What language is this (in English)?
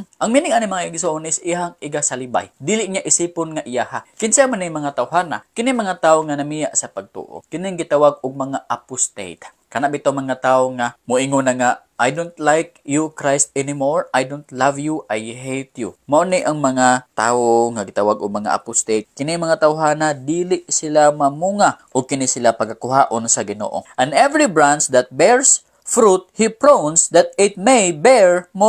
Cebuano